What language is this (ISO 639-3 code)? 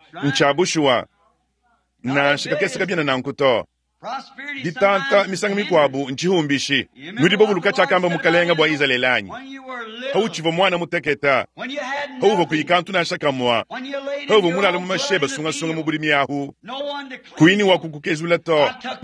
lua